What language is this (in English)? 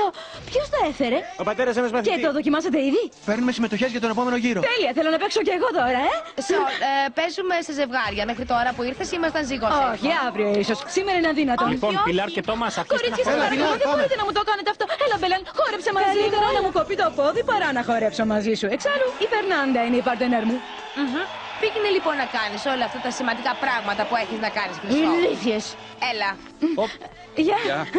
Greek